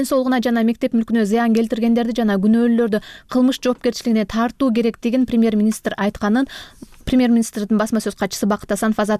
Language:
Kyrgyz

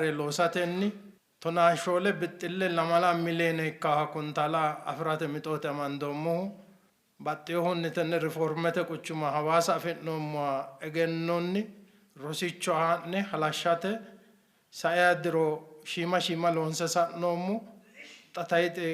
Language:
Sidamo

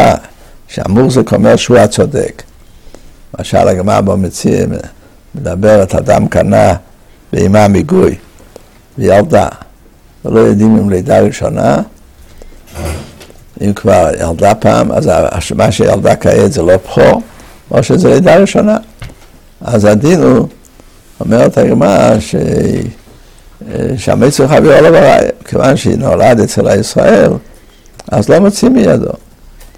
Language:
Hebrew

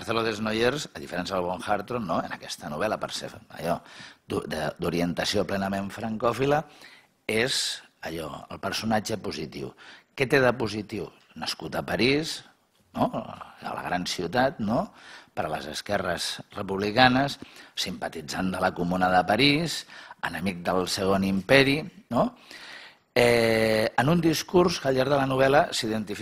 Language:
Catalan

